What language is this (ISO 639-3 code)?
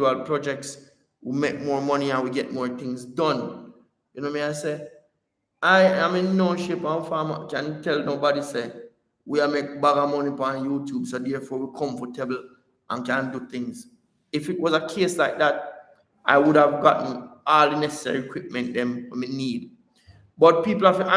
jam